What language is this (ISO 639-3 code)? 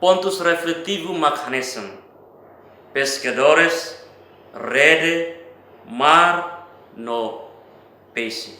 tet